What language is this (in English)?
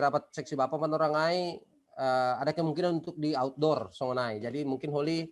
Batak Simalungun